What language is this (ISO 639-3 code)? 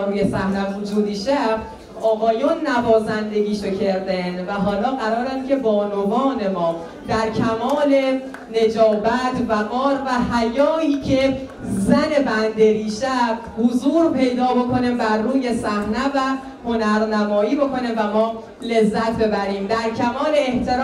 fas